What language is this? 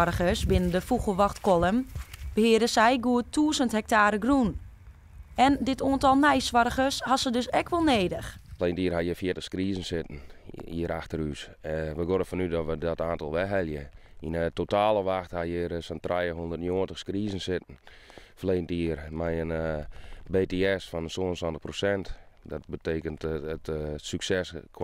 Western Frisian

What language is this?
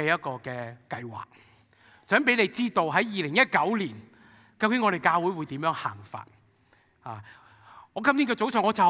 Cantonese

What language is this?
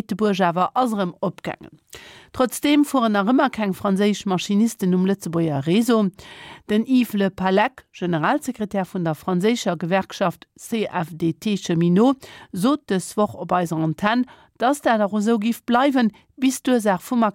Luxembourgish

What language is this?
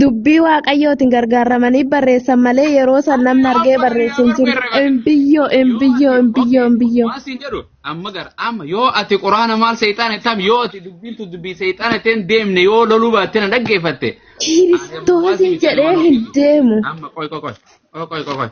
Oromo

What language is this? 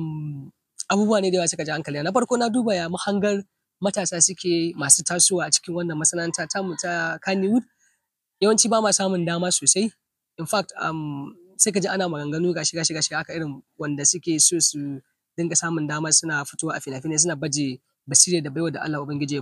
Hausa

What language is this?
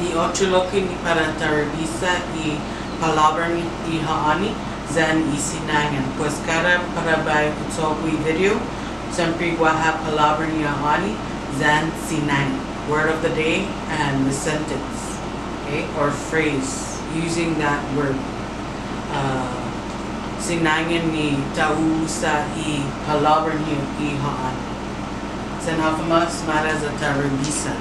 Chamorro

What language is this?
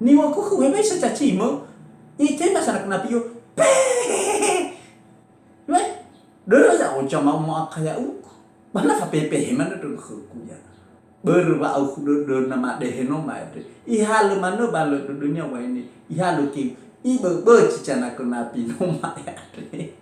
Nias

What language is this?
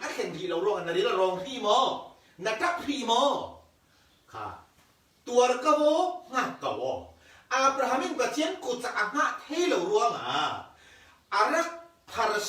Falam Chin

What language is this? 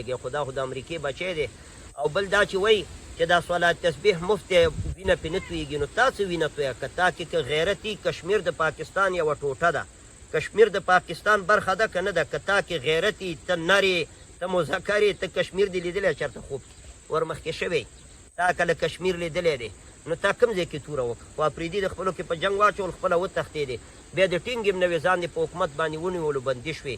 Pashto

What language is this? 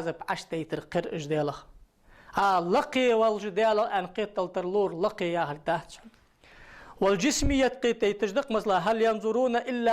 Ingush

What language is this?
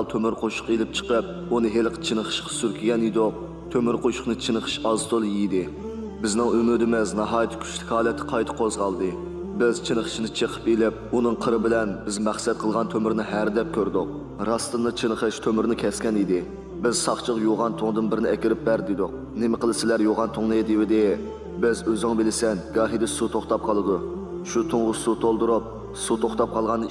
Uyghur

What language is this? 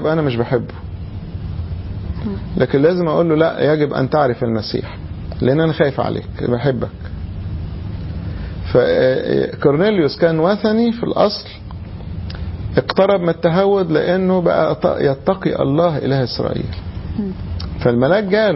Egyptian Arabic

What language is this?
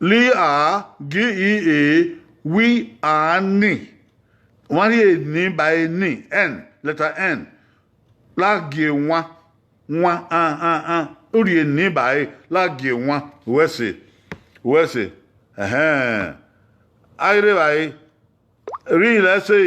Bini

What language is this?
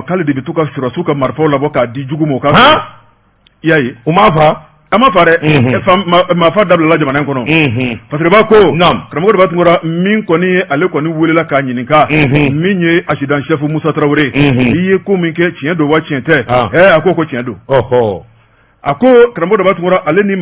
Bambara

